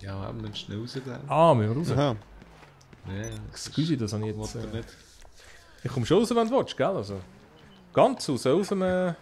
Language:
Swiss German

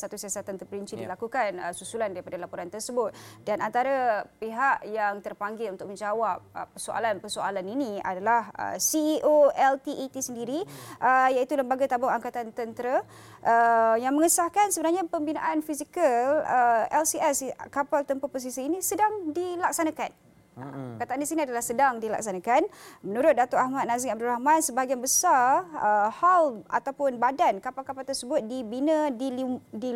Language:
Malay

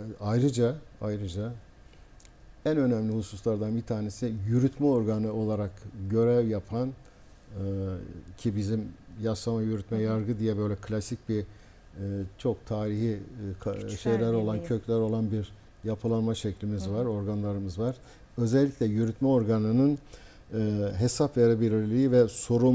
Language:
Turkish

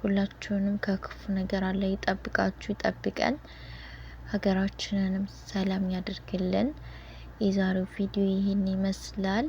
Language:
Amharic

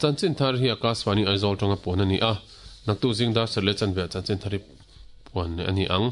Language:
Mizo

